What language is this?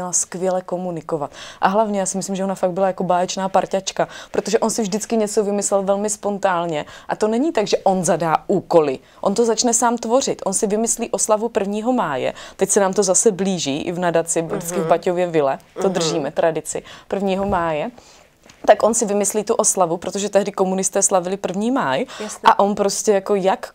Czech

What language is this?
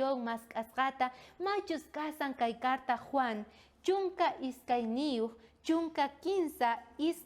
South Bolivian Quechua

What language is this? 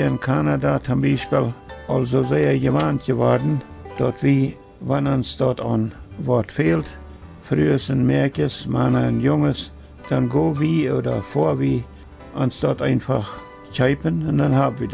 Plautdietsch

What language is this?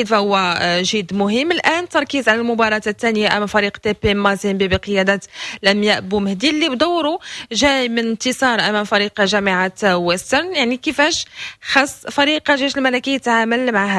Moroccan Arabic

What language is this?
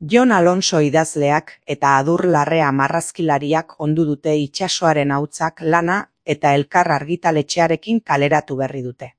Basque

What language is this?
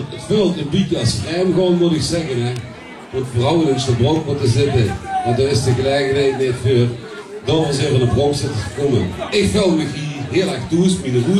Limburgish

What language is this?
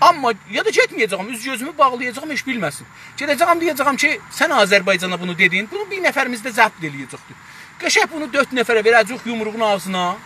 South Azerbaijani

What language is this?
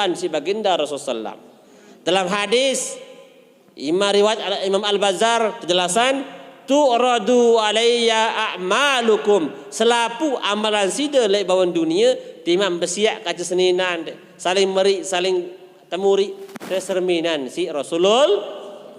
Sasak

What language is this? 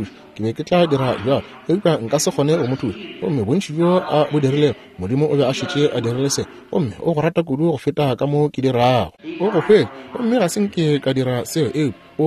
Northern Sotho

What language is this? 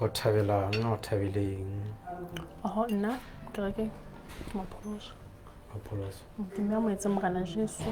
Southern Sotho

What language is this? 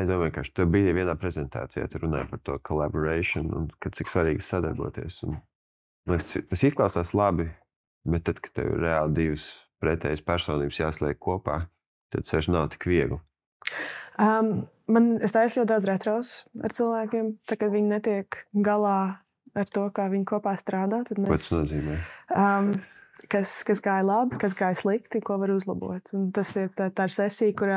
Latvian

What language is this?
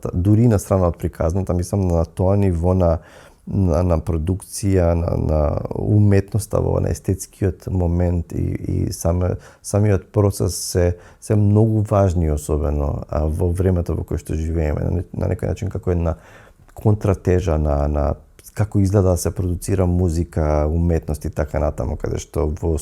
Macedonian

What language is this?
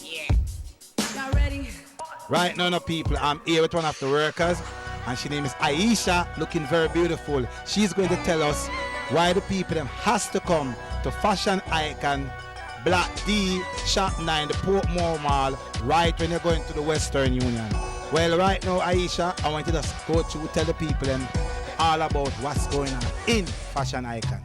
Jamaican Creole English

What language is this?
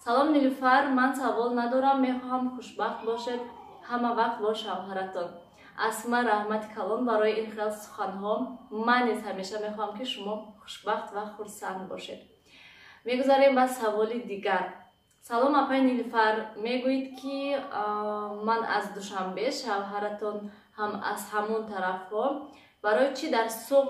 Tajik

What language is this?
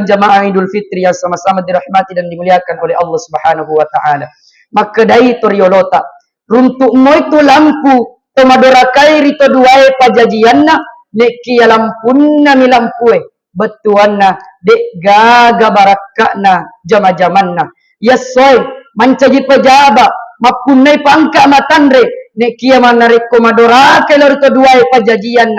Buginese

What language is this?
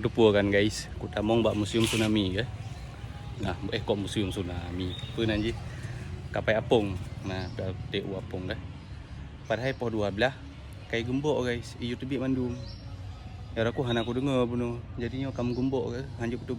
Achinese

